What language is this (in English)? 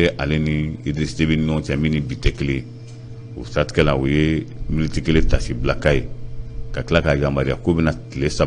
Bambara